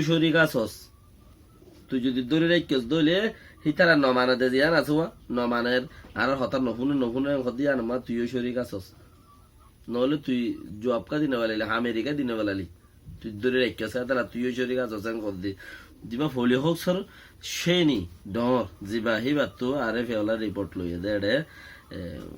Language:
Rohingya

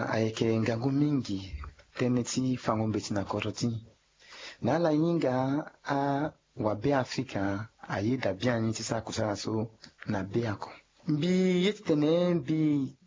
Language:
Sango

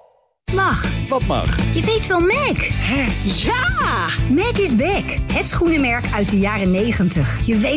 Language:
Dutch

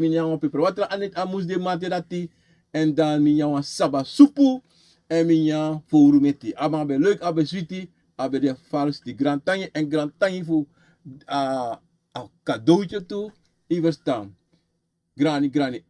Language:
Sranan Tongo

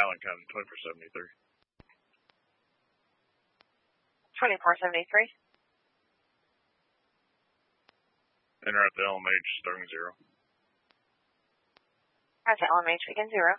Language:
English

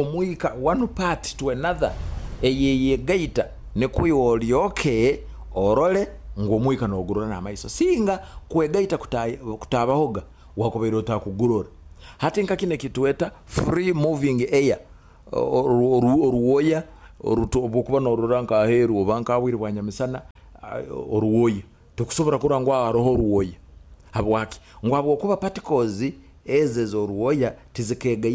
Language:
Nyoro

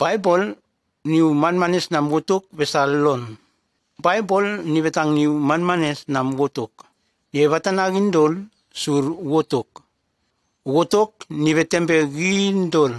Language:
Nume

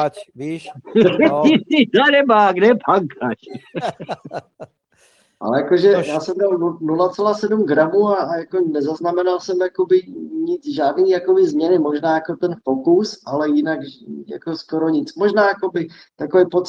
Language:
Czech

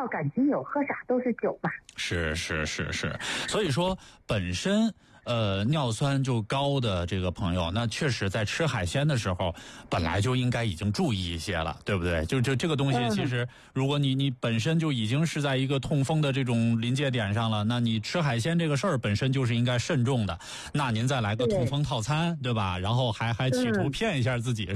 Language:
Chinese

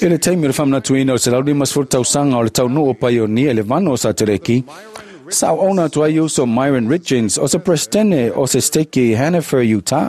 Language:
Samoan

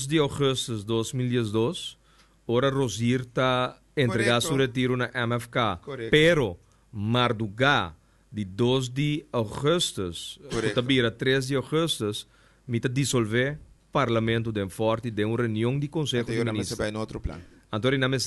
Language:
Papiamento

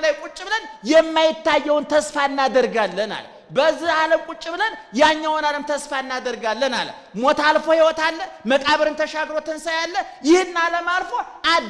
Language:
Amharic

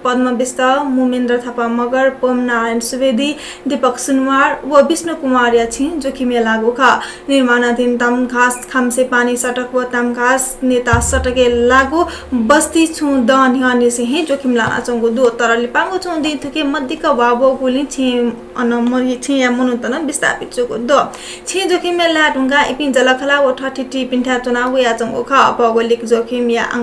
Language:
Newari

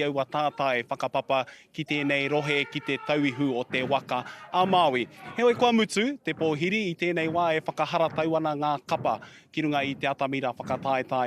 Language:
Māori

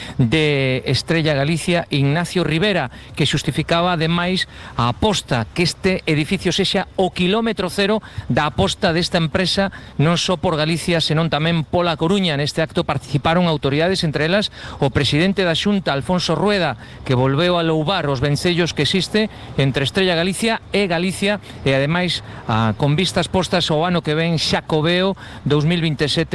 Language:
Galician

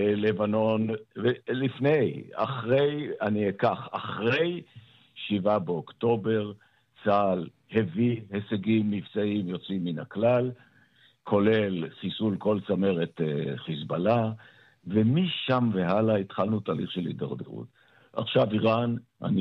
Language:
Hebrew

